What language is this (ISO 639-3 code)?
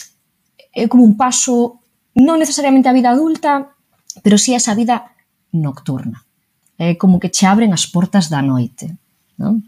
glg